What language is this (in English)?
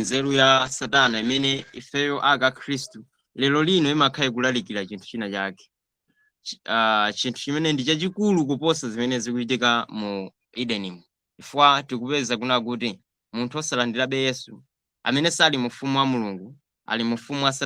Nyanja